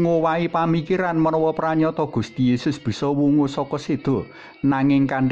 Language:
Javanese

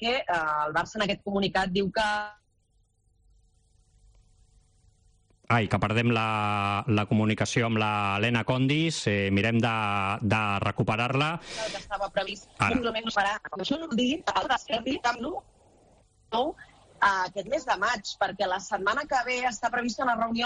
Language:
Catalan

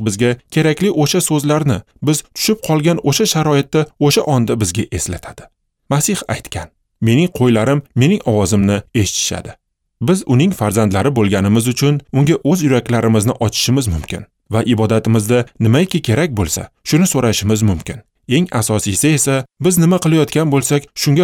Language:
Uzbek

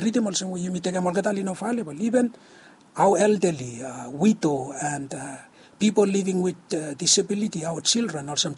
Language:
Bislama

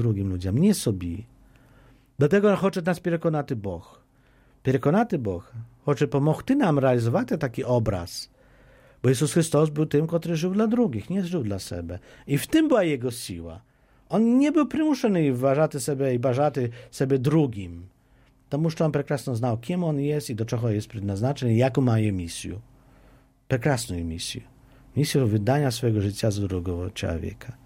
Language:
Polish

